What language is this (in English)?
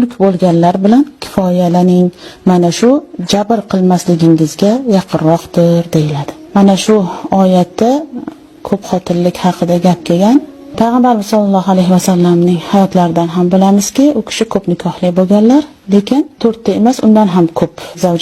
Uzbek